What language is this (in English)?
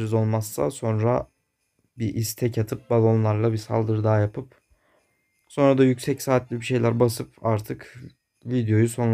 Turkish